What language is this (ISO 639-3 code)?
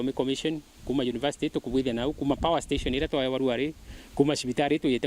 mer